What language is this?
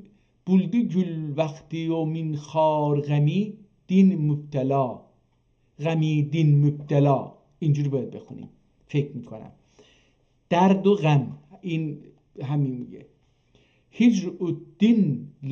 South Azerbaijani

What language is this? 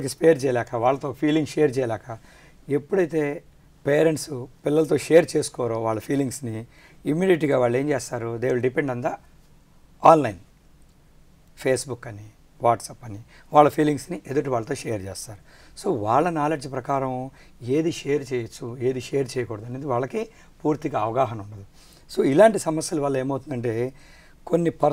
Telugu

